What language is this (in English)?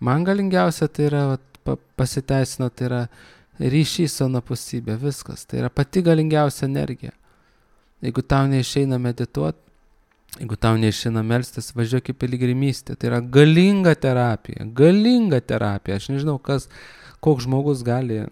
Lithuanian